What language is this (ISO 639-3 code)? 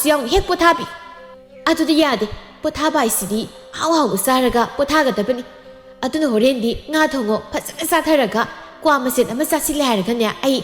mni